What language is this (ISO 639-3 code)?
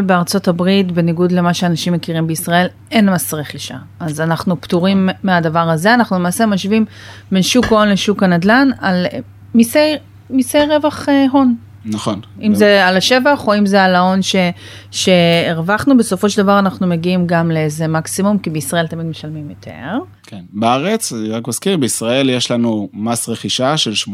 heb